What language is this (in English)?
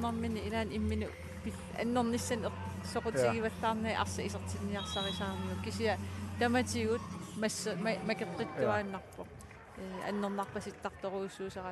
Kalaallisut